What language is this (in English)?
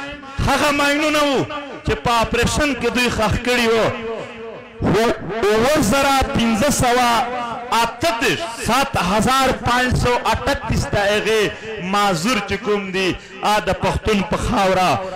Pashto